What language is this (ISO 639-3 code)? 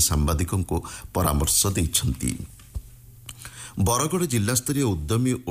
ori